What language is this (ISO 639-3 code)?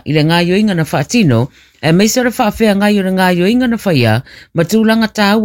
smo